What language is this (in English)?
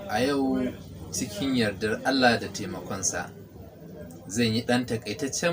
Hausa